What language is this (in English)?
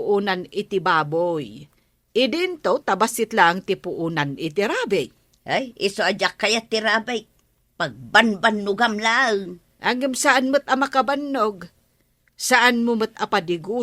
Iloko